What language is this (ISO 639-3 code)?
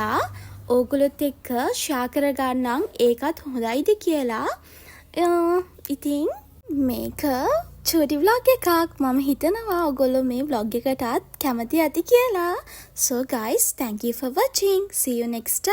sin